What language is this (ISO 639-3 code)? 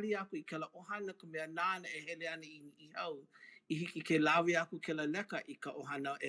haw